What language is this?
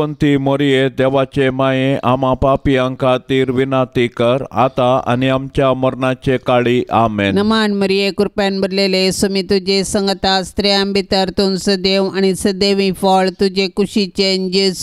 Konkani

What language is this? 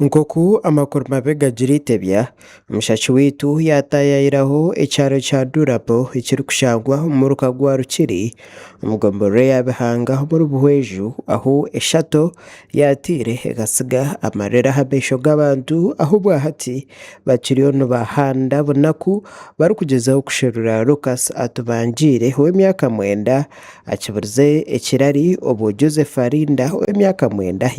Nyankole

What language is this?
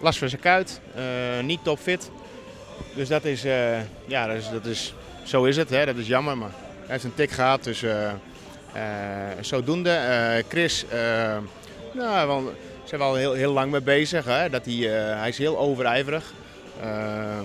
Dutch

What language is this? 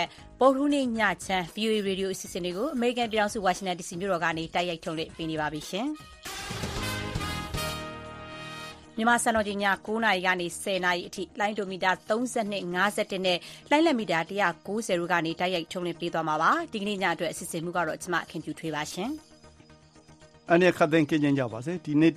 Burmese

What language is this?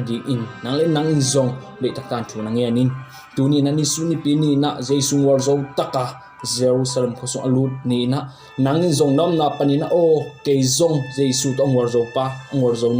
Tedim Chin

